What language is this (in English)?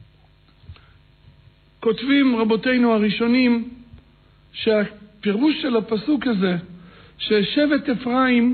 Hebrew